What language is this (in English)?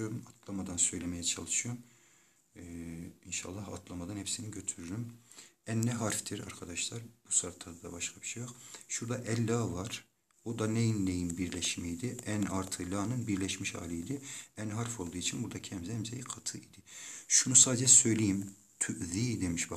Turkish